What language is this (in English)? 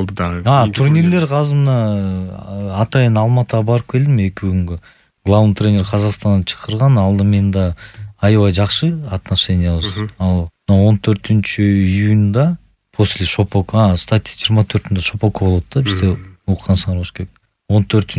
Kyrgyz